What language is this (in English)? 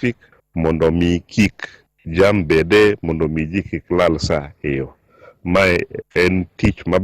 Luo (Kenya and Tanzania)